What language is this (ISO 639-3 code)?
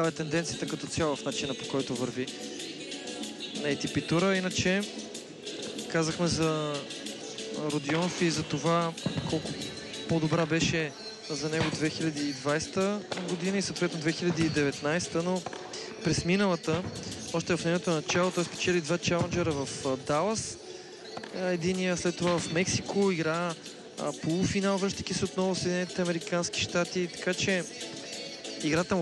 bul